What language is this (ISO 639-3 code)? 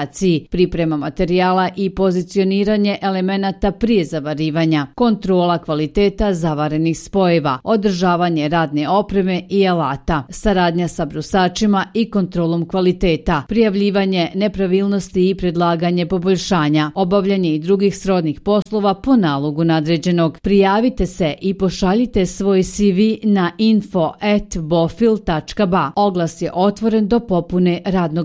bos